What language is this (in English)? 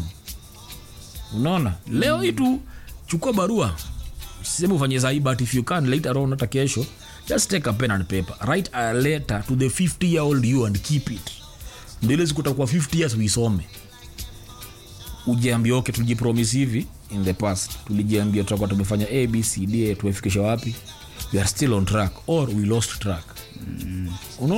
Swahili